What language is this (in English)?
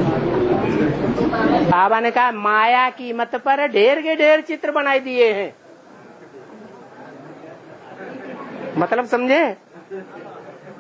Hindi